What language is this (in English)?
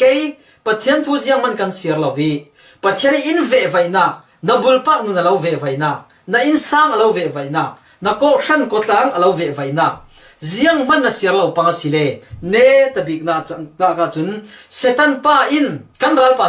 Falam Chin